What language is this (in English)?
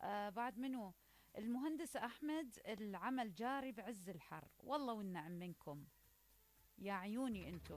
Mesopotamian Arabic